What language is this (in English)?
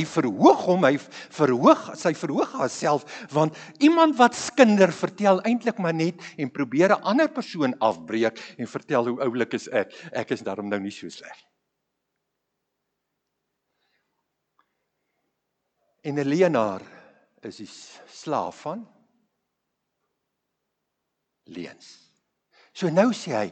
Afrikaans